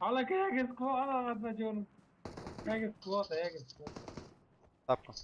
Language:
Persian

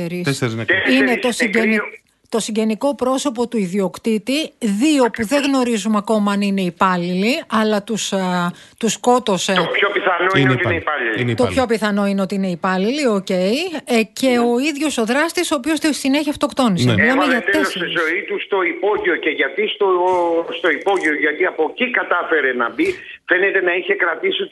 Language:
Greek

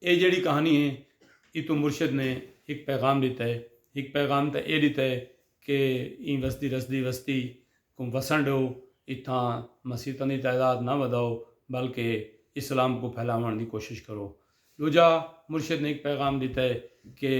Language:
Saraiki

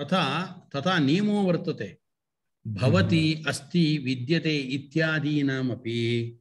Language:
Sanskrit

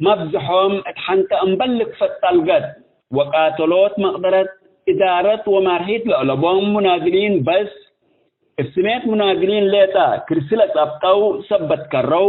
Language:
Tigre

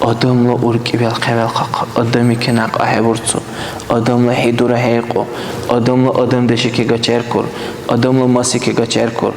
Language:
Dargwa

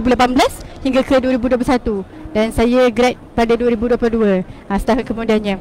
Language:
Malay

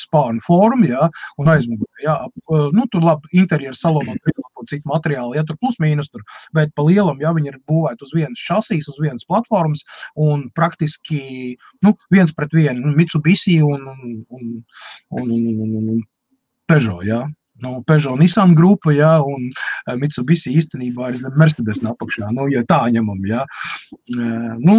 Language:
Latvian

